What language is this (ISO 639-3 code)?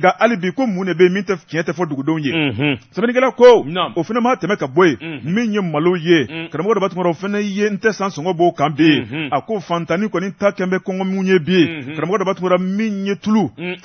bam